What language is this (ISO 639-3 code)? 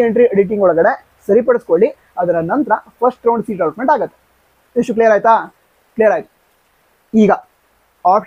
kan